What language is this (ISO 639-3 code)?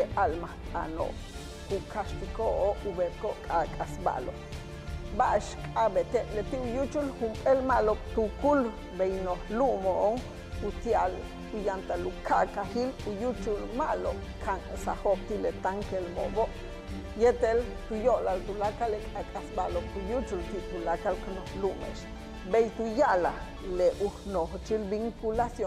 yua